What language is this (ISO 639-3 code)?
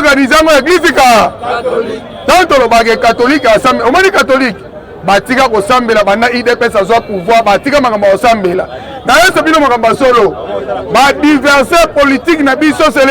lin